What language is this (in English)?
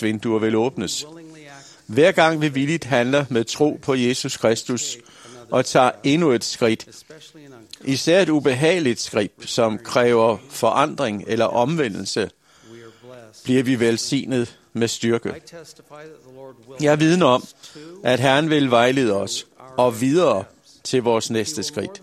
Danish